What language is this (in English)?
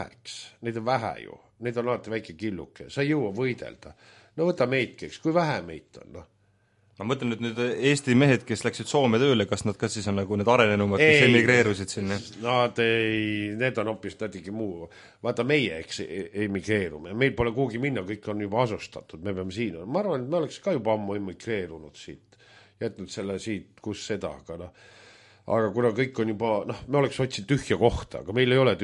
Estonian